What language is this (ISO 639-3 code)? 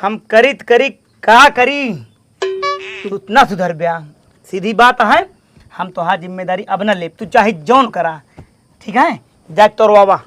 awa